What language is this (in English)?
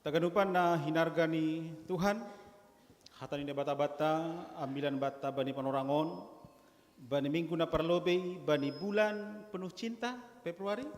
Batak Simalungun